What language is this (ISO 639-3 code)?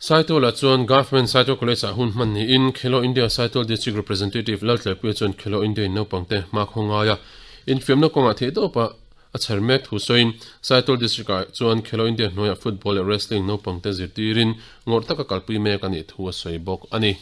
lus